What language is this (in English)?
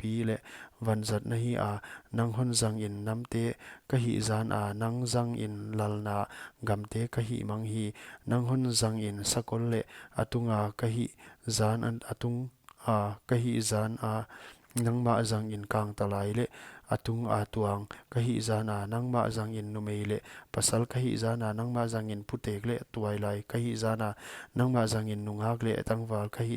Paite Chin